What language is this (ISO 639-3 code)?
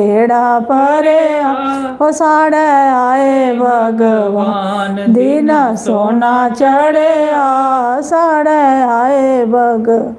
doi